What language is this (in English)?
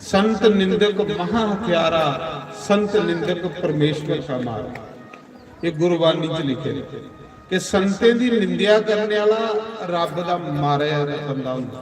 Dogri